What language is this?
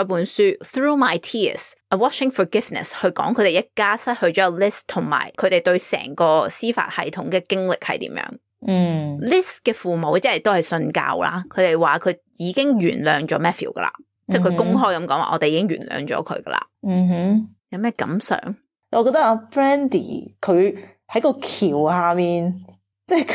Cantonese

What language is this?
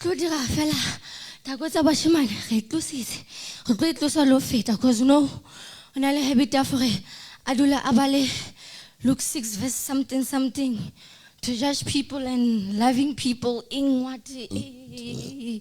Southern Sotho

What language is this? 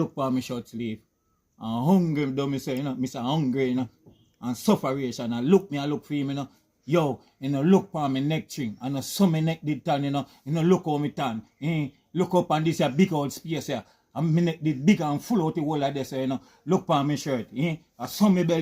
Jamaican Creole English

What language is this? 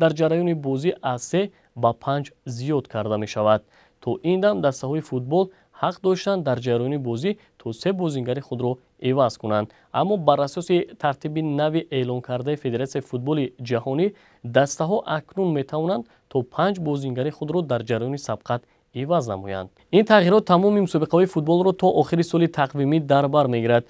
Tajik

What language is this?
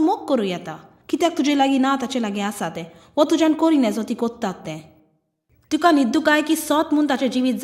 Konkani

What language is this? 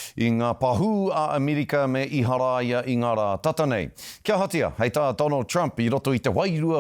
Māori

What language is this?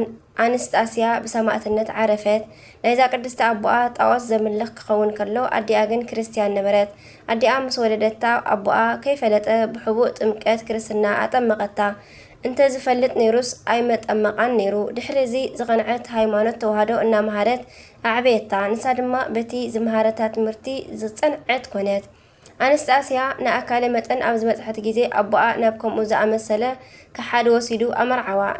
Tigrinya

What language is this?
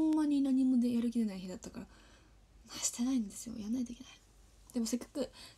Japanese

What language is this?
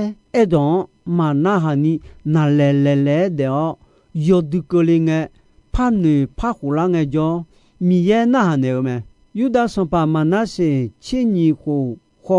Akha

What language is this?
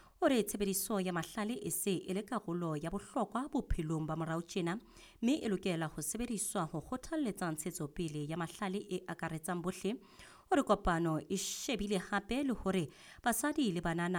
Southern Sotho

